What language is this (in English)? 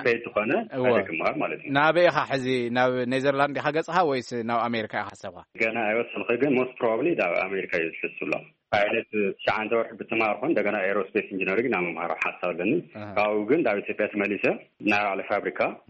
Tigrinya